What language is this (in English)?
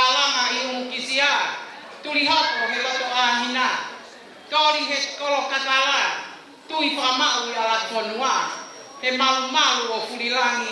Tongan